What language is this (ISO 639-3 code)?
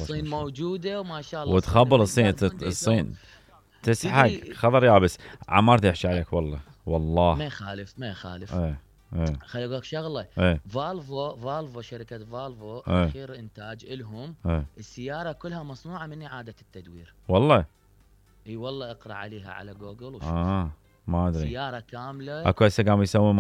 acm